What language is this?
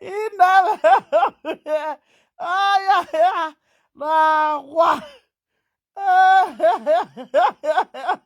Nigerian Pidgin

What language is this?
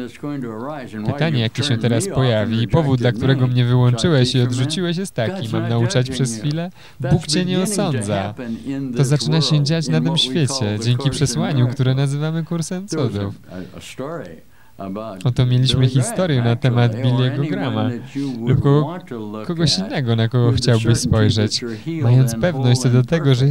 Polish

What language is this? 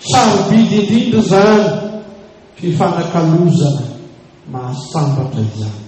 Malagasy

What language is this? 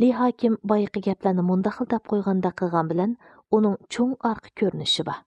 Uyghur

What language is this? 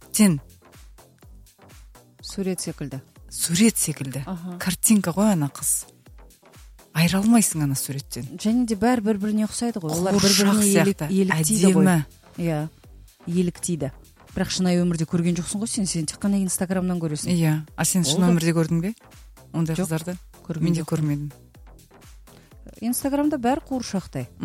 Kazakh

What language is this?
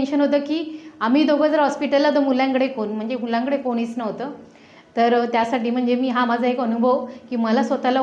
Marathi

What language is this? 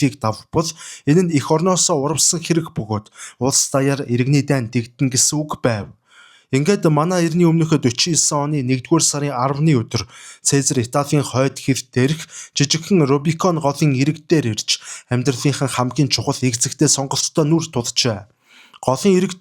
Mongolian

